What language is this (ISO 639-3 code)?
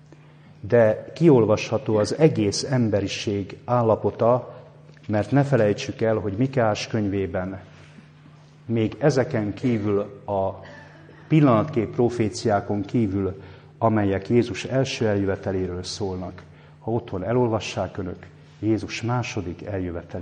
hun